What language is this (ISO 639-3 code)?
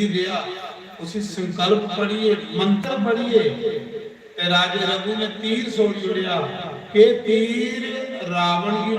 doi